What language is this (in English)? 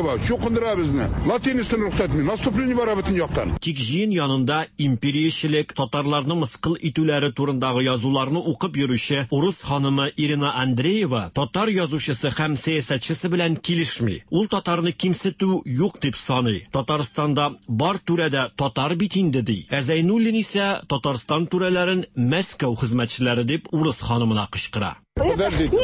Tatar